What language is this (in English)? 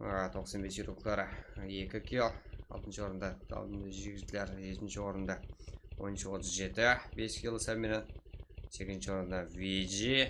Kara-Kalpak